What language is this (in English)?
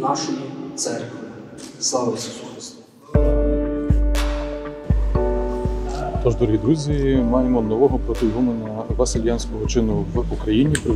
Ukrainian